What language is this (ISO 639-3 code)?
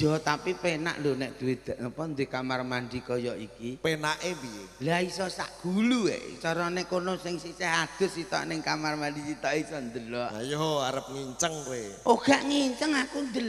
jav